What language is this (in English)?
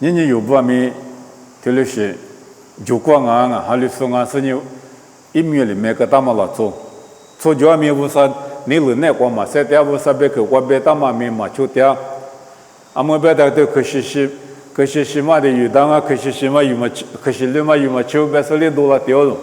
Lisu